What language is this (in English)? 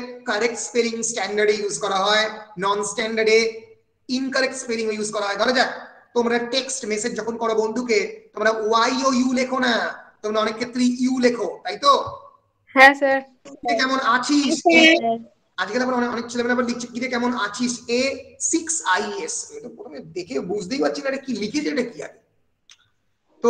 Bangla